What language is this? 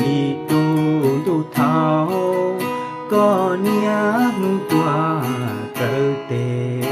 Hmong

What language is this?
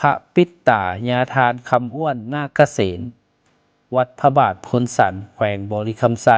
Lao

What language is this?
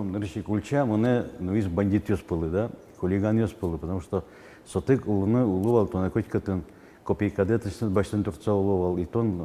Udmurt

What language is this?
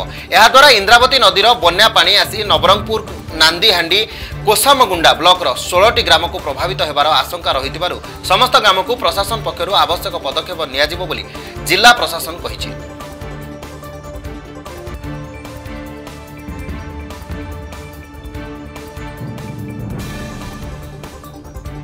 Odia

